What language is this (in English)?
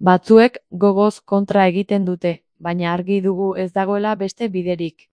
Basque